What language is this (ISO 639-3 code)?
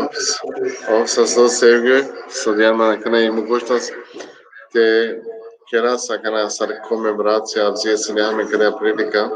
rmn